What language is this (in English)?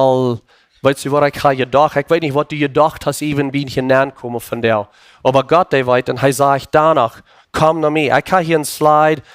Plautdietsch